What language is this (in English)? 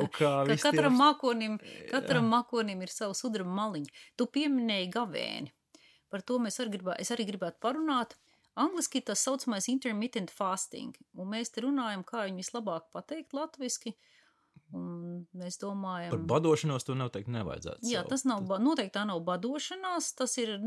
Latvian